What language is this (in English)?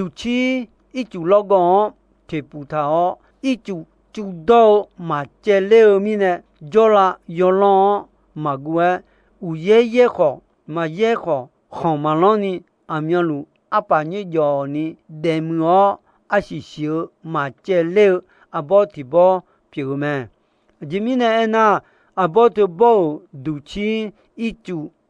Akha